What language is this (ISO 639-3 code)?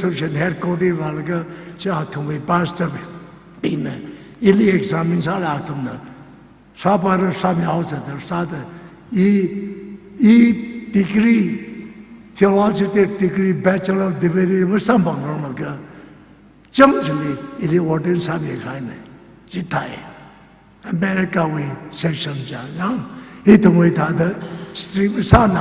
nmf